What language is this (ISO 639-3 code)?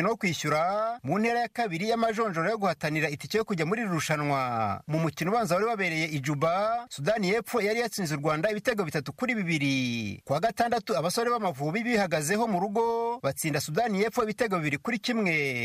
kin